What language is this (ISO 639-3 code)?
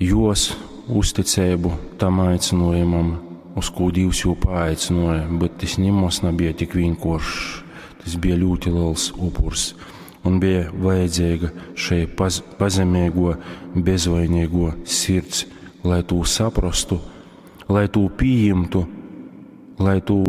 ltg